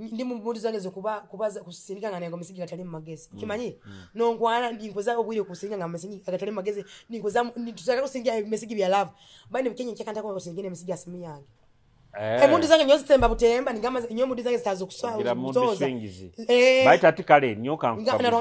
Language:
Nyoro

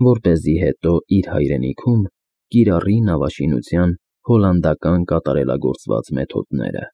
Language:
Armenian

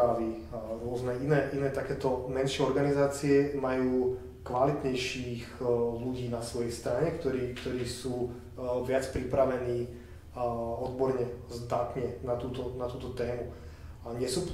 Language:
Slovak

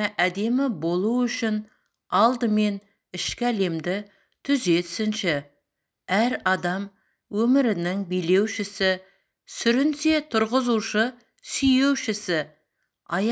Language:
Kazakh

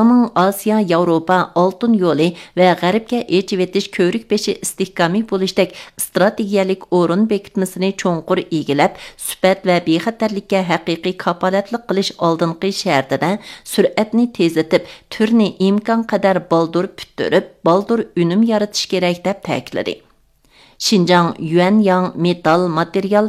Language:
Uyghur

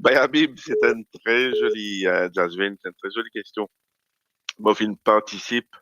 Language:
Morisyen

